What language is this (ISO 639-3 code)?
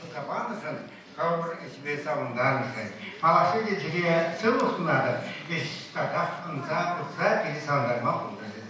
chv